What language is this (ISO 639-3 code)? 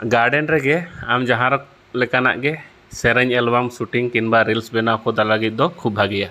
sat